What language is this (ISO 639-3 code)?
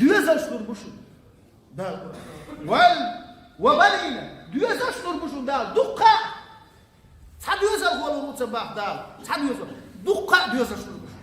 che